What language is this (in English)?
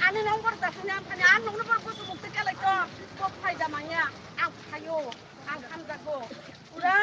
Kok Borok